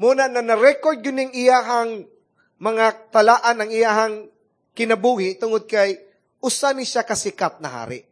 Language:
Cebuano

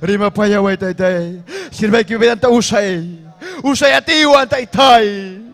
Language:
Ayacucho Quechua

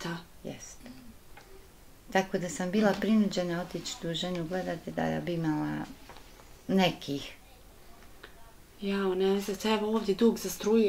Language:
Bosnian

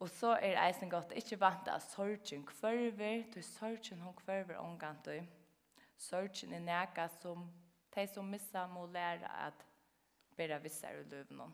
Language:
Faroese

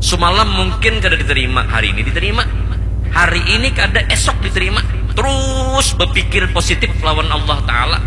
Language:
Banjar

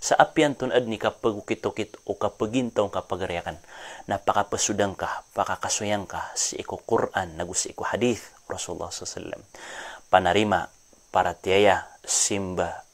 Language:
Maranao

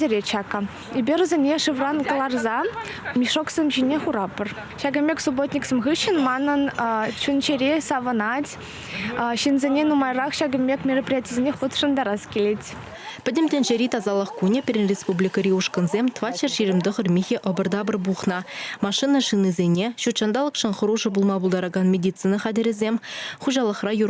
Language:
Chuvash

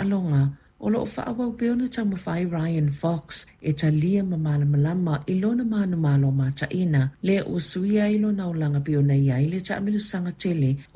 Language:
Samoan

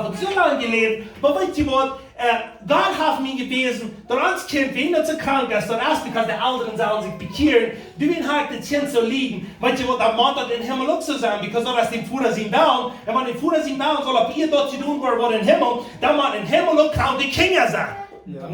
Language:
Plautdietsch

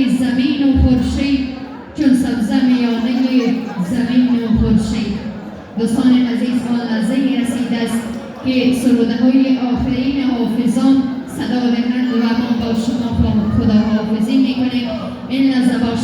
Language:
Tajik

